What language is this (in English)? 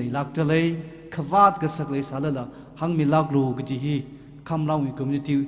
Tangkhul Naga (India)